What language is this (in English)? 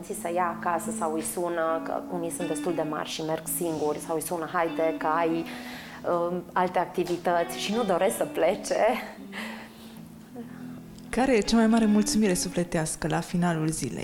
Romanian